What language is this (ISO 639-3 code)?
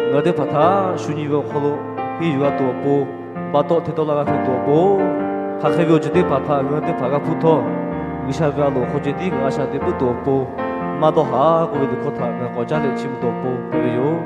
lhu